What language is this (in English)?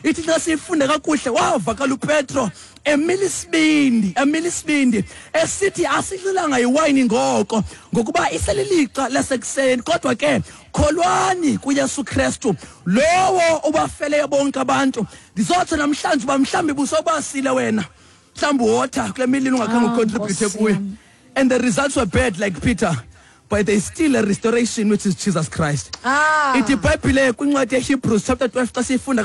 Xhosa